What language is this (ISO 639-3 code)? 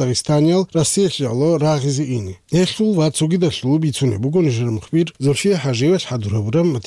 ava